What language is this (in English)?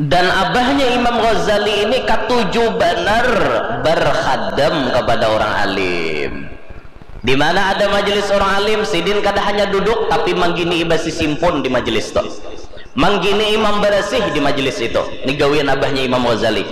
Banjar